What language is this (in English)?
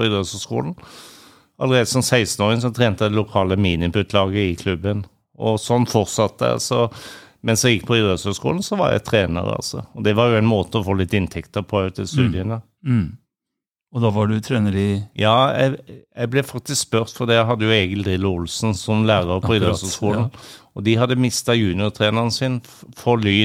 Norwegian